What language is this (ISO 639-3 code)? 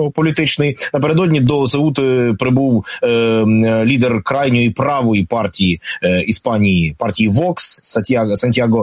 ukr